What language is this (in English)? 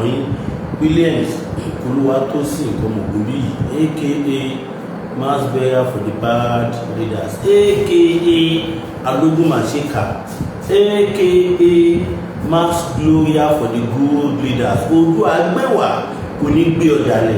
Yoruba